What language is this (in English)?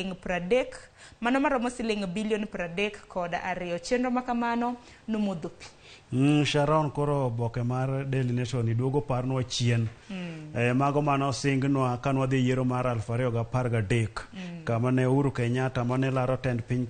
Luo (Kenya and Tanzania)